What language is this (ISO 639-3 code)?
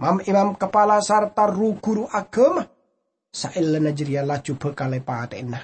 mad